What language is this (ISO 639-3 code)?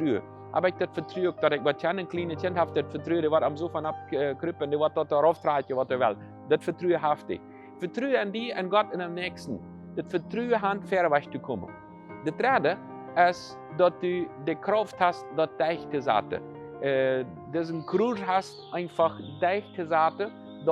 pdt